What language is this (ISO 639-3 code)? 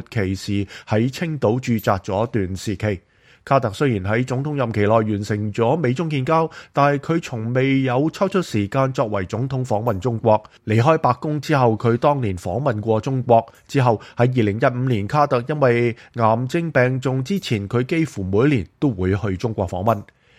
yue